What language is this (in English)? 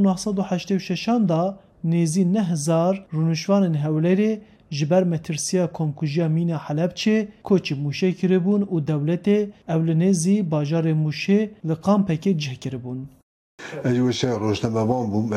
Kurdish